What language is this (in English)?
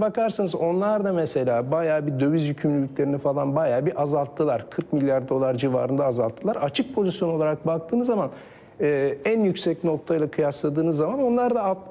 Turkish